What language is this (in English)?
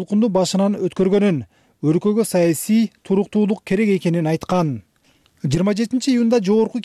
Kyrgyz